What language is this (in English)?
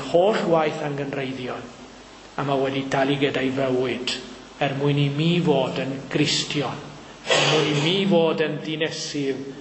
Welsh